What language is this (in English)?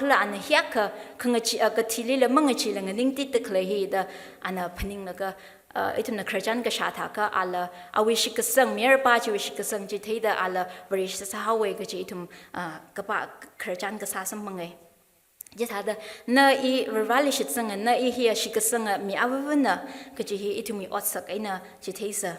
Tangkhul Naga (India)